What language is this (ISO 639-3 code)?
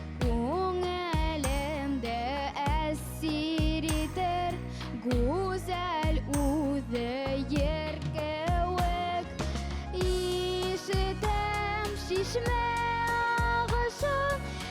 bak